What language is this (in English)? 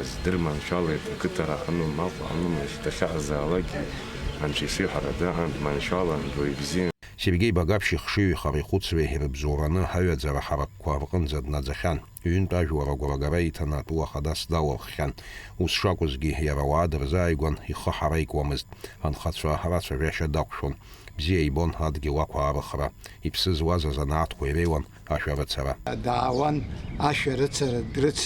Abkhazian